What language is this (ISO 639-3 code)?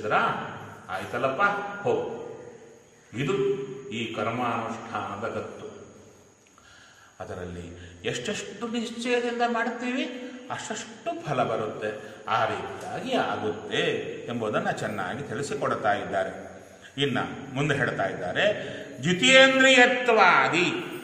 kan